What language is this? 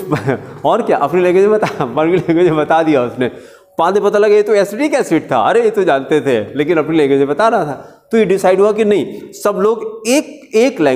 Hindi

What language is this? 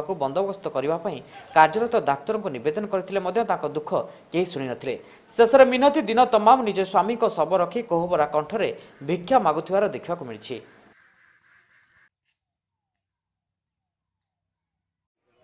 Odia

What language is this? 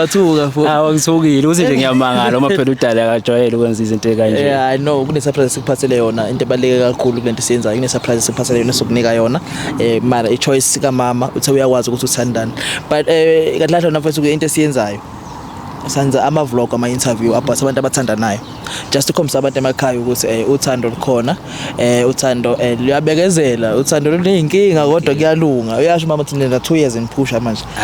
Zulu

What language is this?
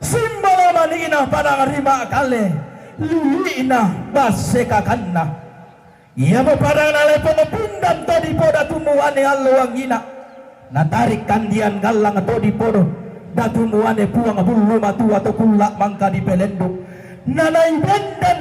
Toraja-Sa'dan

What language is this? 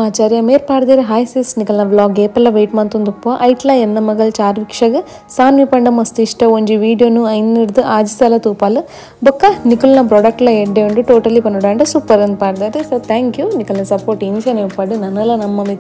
Tulu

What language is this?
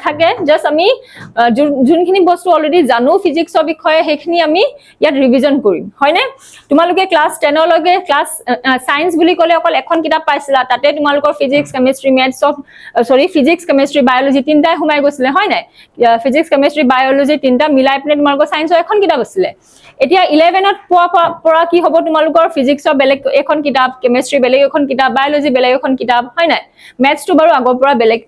Assamese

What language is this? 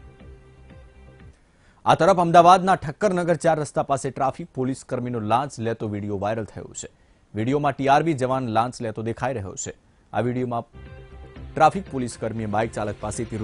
Gujarati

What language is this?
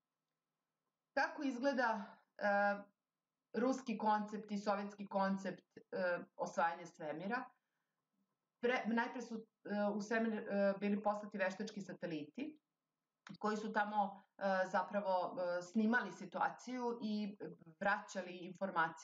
Serbian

